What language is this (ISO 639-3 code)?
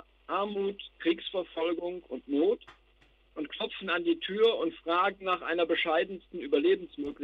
deu